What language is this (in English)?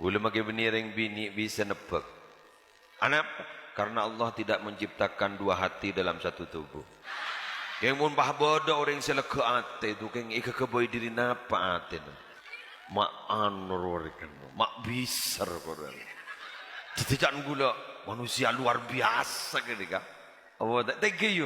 Madurese